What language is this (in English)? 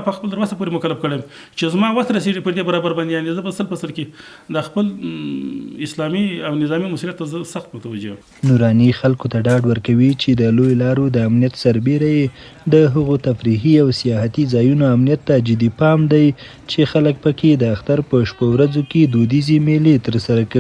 Pashto